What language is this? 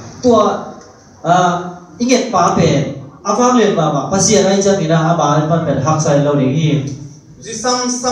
Tedim Chin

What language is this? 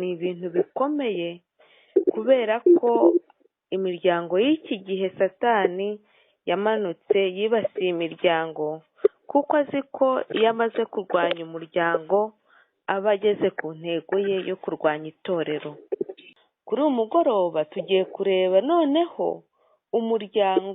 Kinyarwanda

